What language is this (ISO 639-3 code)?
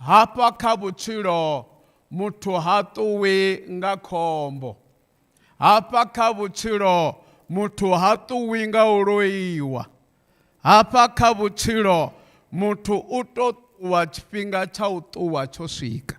ven